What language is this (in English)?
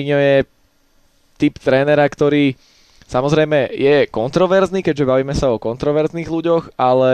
Slovak